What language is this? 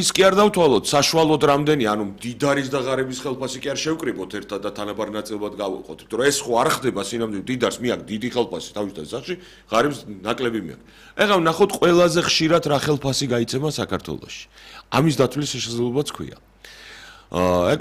Georgian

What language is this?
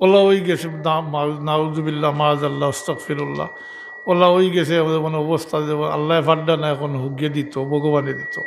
Sylheti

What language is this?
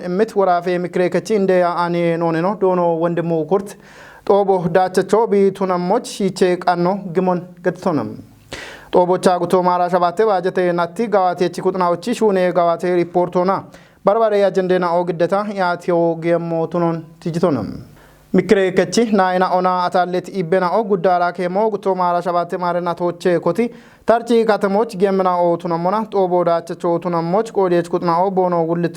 Kafa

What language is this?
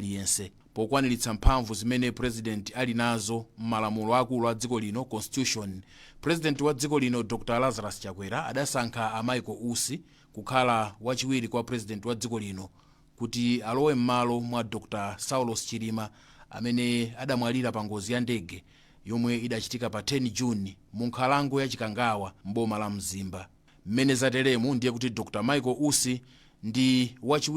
Nyanja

